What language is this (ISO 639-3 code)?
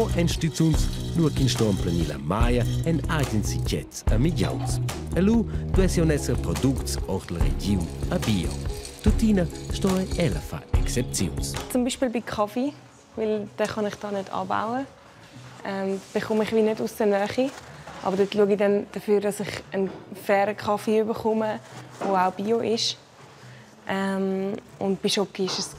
roh